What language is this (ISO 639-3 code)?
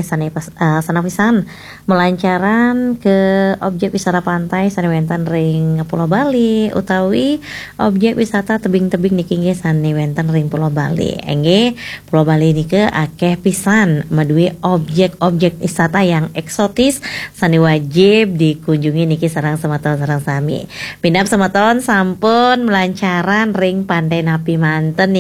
ban